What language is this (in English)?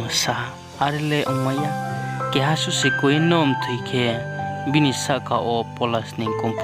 Riang (India)